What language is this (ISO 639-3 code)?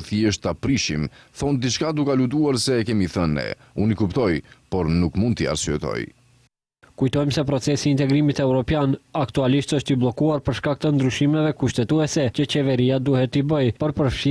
sqi